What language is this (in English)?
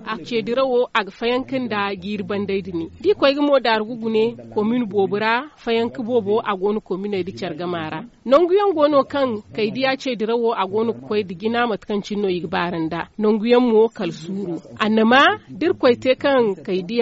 Zarma